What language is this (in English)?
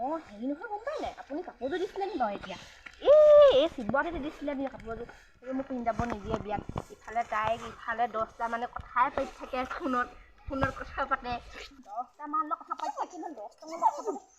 Assamese